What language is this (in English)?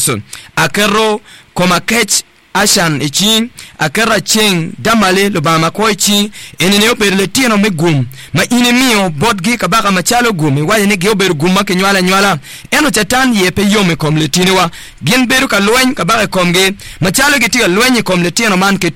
Acoli